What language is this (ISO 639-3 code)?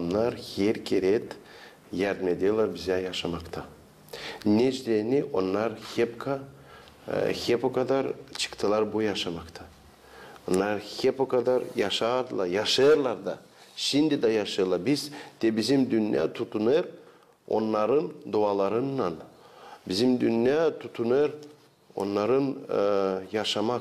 gag